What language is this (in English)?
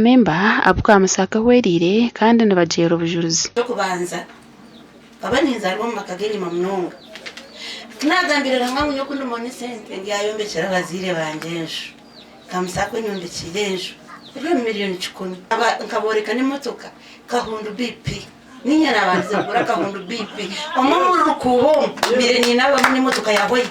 Nyankole